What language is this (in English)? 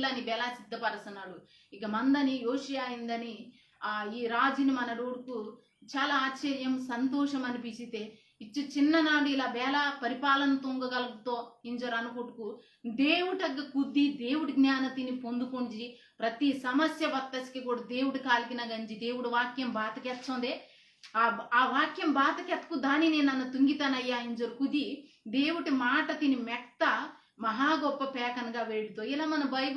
Koya